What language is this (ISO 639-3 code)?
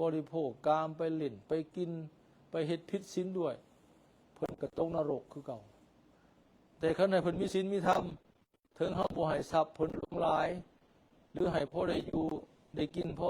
lao